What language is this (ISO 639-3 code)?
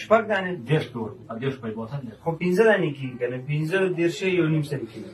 pus